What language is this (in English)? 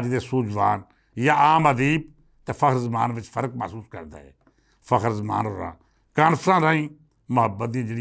Western Panjabi